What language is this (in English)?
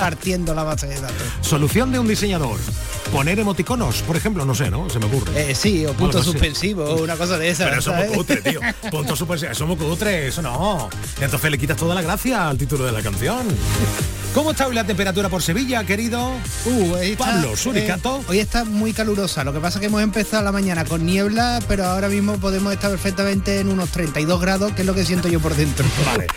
Spanish